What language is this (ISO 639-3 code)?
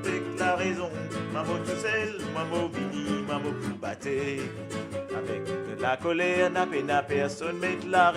mfe